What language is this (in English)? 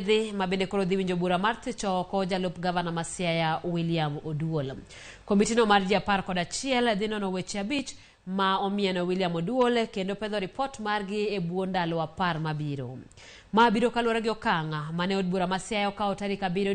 Luo (Kenya and Tanzania)